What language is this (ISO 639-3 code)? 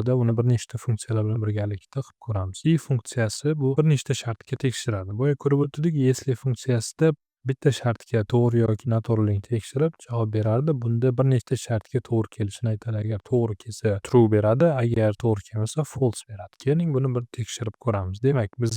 uzb